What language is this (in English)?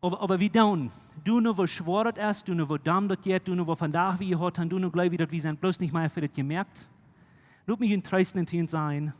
Plautdietsch